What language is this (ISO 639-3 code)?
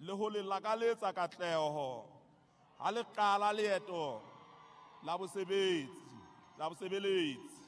sot